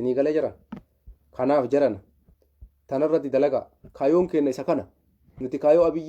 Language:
Oromo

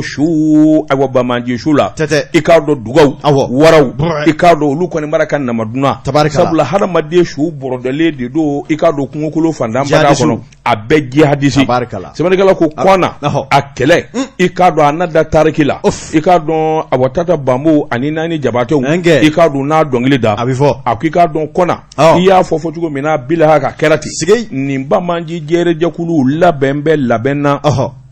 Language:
Bambara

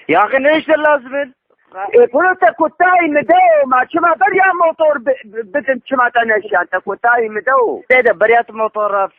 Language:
Kurdish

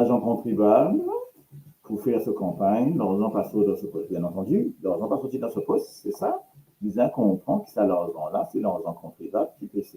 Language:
Morisyen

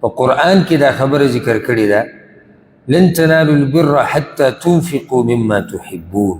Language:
Pashto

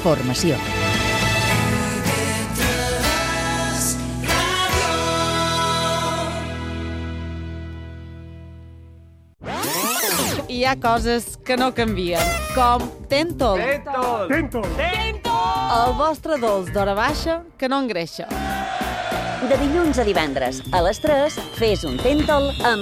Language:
Catalan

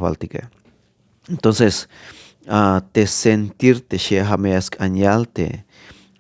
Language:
Tzeltal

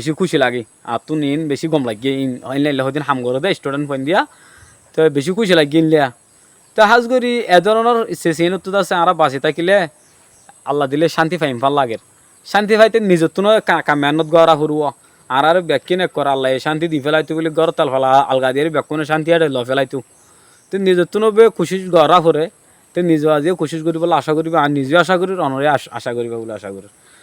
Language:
Rohingya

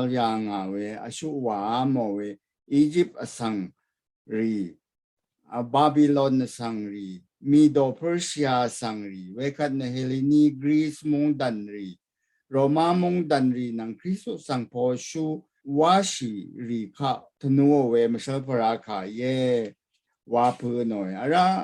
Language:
Rawang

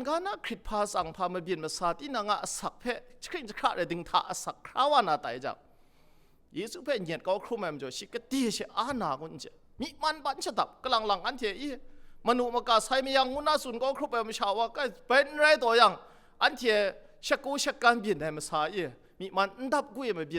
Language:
Kachin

